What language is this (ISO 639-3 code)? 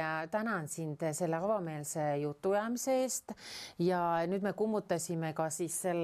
est